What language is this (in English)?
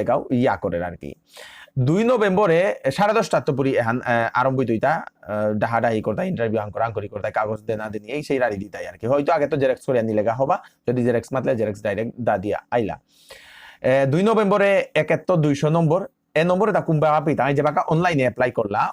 Bishnupriya